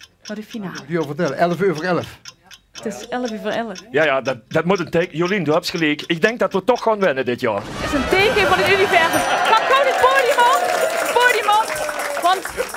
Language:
Limburgish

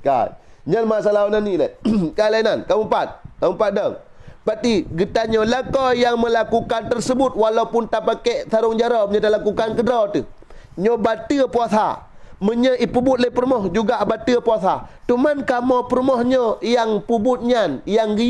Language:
Achinese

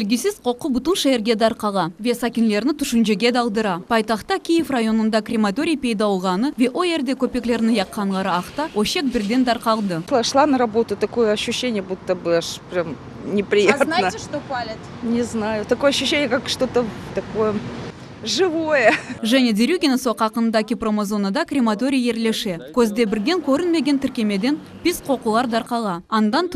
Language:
Crimean Tatar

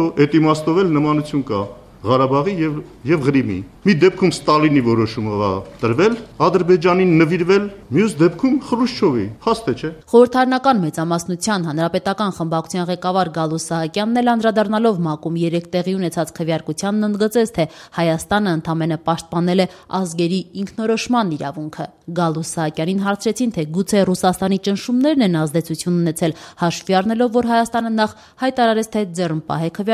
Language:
Armenian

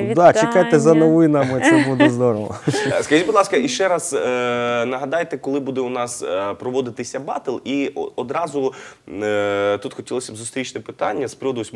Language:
Ukrainian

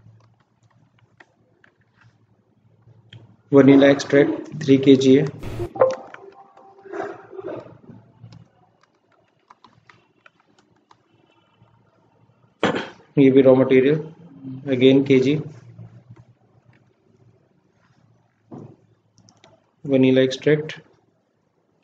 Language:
Hindi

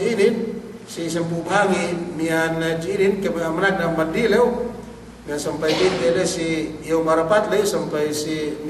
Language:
Yakan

